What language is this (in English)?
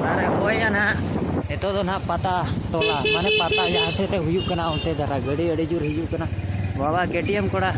Santali